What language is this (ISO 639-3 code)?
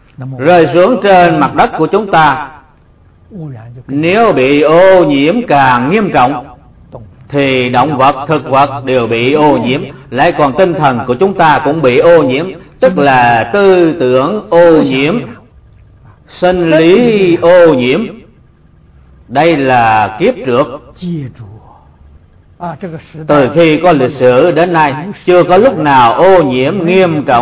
vie